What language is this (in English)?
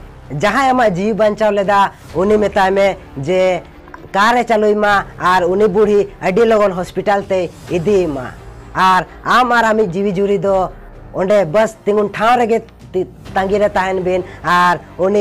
Santali